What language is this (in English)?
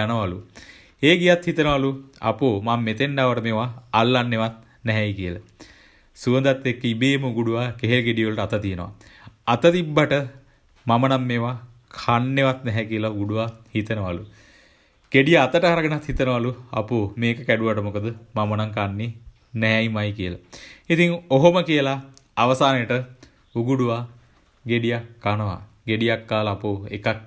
Sinhala